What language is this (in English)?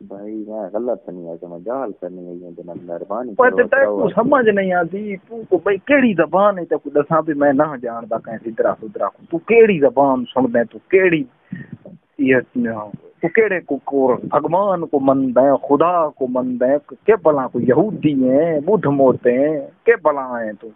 Saraiki